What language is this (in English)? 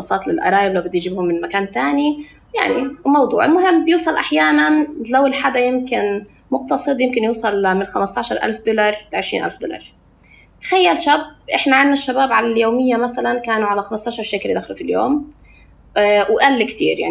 North Levantine Arabic